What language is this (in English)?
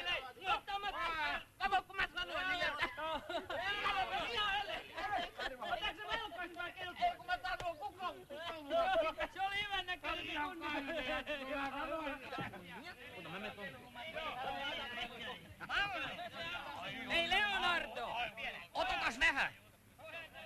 Finnish